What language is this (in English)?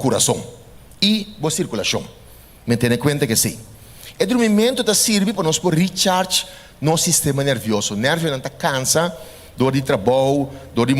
Papiamento